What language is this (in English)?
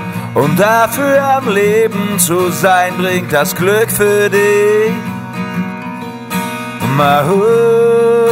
German